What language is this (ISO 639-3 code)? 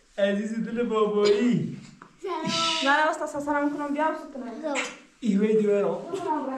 fas